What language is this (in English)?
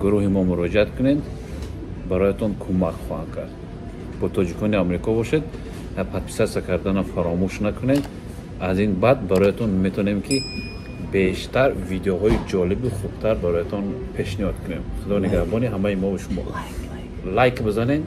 Tajik